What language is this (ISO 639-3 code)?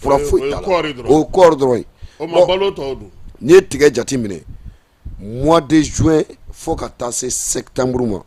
bam